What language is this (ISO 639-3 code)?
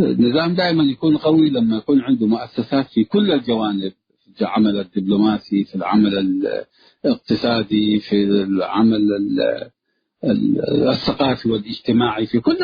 tig